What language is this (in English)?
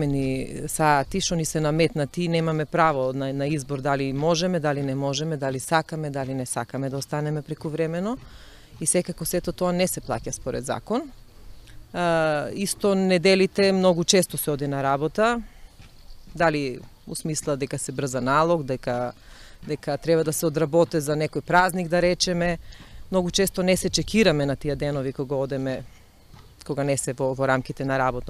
Macedonian